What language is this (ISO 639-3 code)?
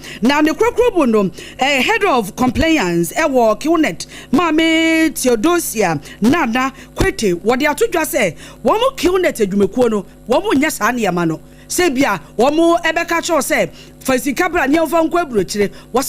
aka